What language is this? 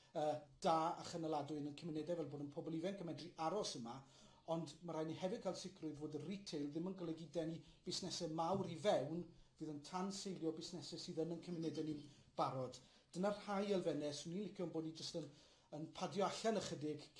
Welsh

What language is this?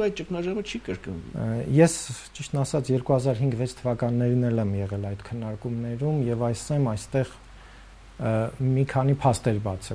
Armenian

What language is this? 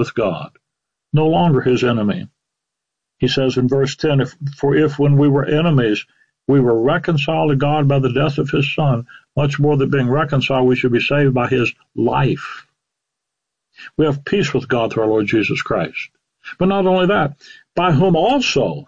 English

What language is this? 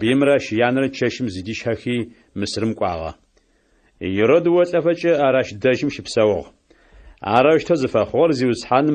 Adyghe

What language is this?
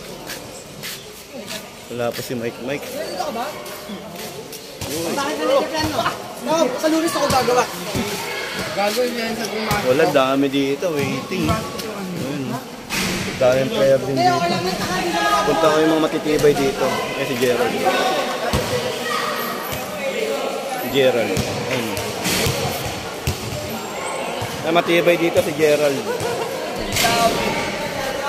Filipino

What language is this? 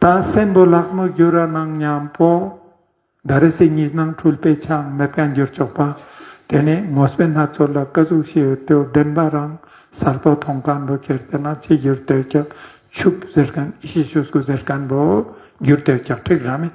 Ladakhi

